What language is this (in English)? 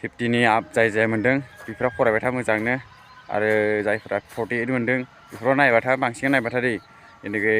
Bodo